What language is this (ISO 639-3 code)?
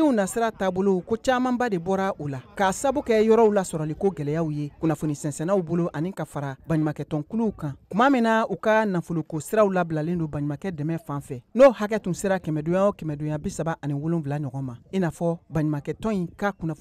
bam